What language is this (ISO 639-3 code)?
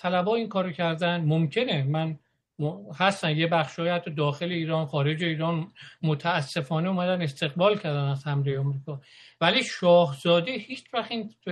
fas